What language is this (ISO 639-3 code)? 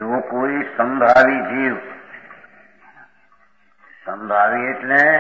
guj